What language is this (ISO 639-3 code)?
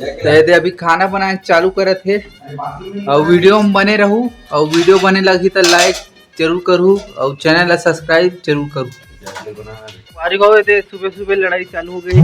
hne